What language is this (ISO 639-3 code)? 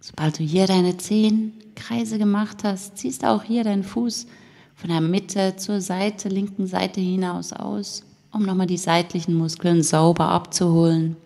gsw